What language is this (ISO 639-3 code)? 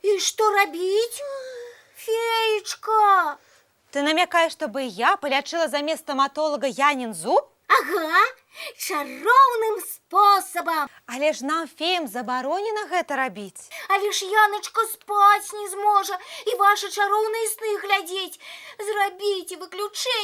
bel